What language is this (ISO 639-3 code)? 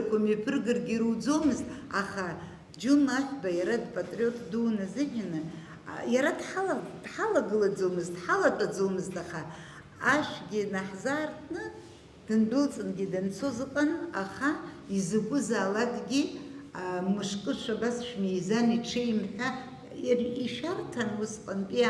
abk